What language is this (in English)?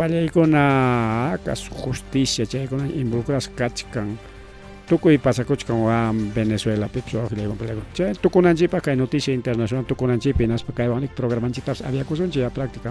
Ayacucho Quechua